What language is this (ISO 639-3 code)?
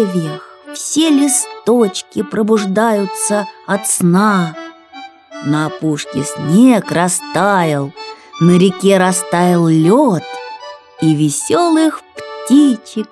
rus